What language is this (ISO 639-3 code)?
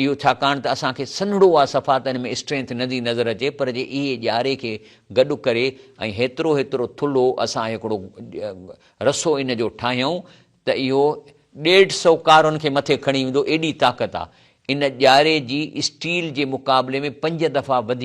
snd